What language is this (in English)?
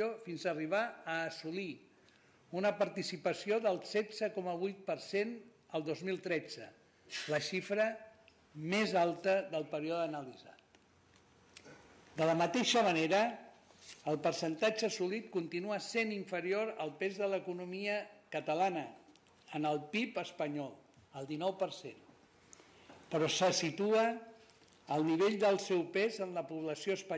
Catalan